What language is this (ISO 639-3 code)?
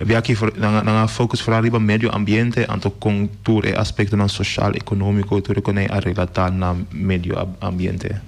pap